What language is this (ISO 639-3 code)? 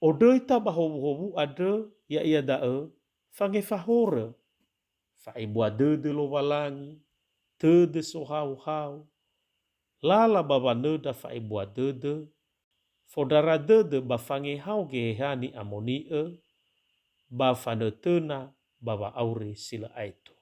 nia